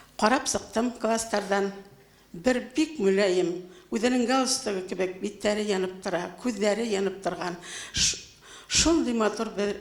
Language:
Bashkir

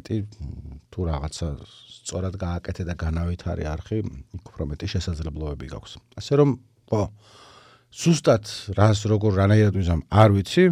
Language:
Georgian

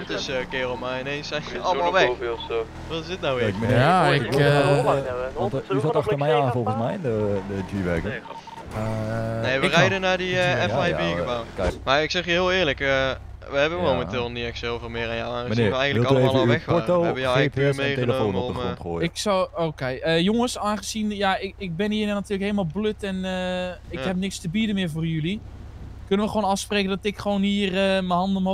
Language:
Dutch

